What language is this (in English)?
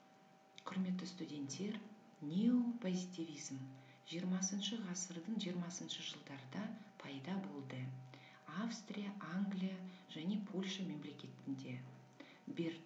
Kazakh